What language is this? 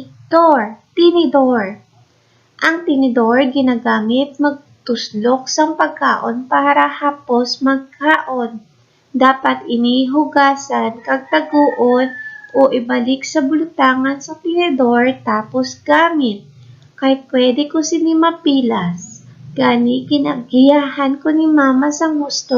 Hiligaynon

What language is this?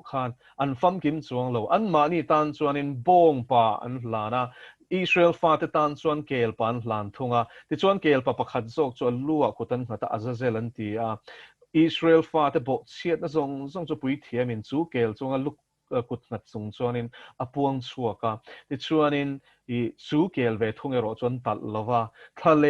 Mizo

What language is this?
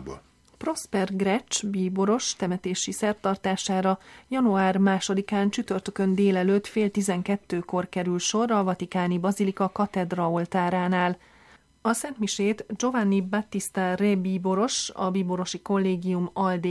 Hungarian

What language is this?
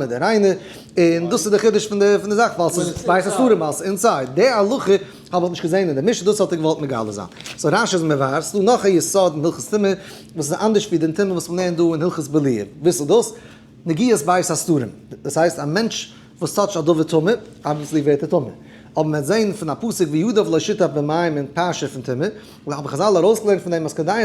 Yiddish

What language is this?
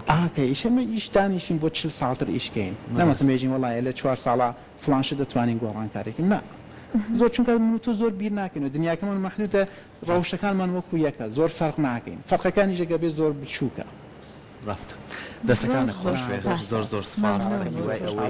Central Kurdish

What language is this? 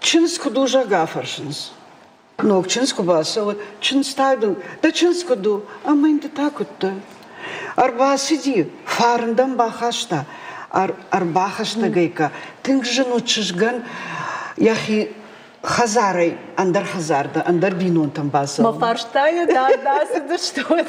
Ossetic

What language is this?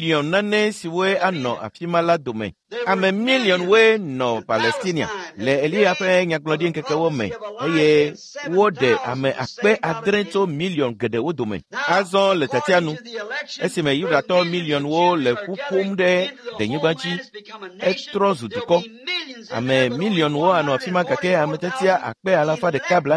Ewe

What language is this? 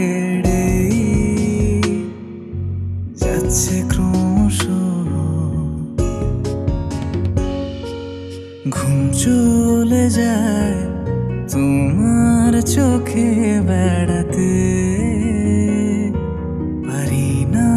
Bangla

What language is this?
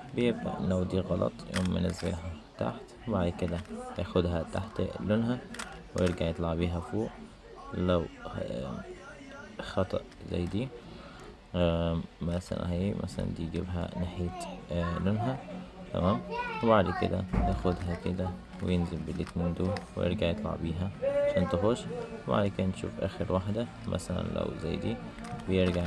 Egyptian Arabic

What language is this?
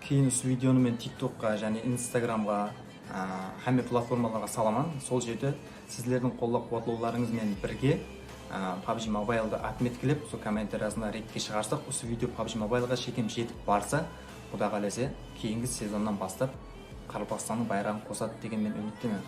Kara-Kalpak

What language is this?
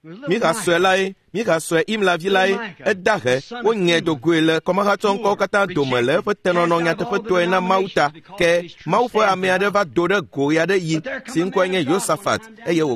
Ewe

